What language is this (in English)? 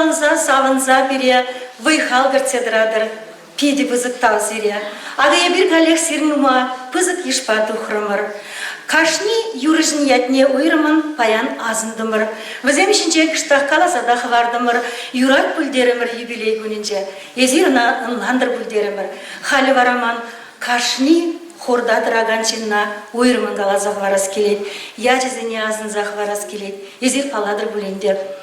Chuvash